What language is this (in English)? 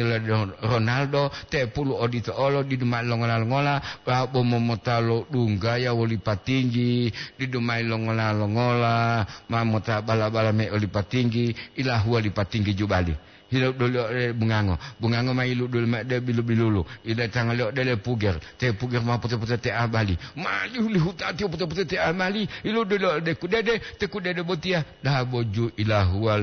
Gorontalo